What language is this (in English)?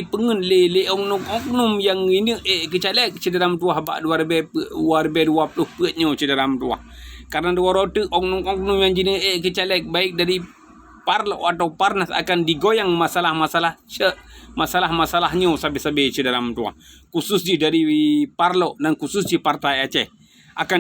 Achinese